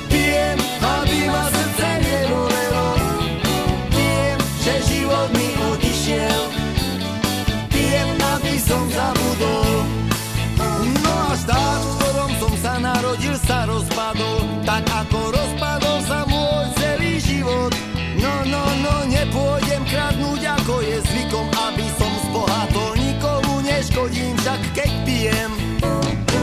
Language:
Slovak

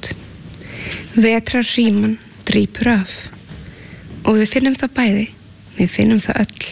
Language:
Icelandic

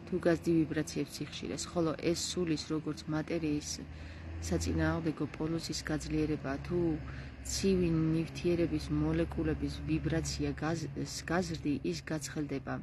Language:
Georgian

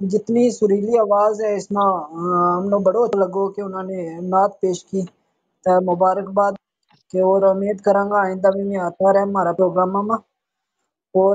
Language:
Gujari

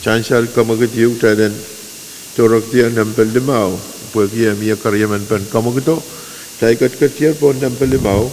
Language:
Pohnpeian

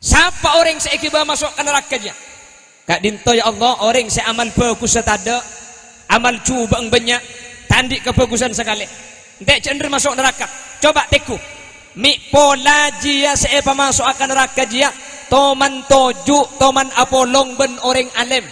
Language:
Madurese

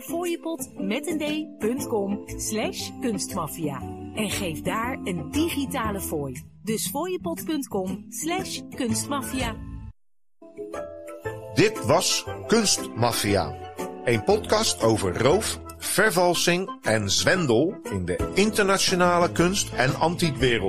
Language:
Dutch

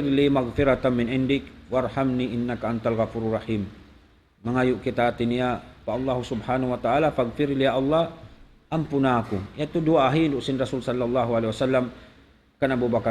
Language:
Tausug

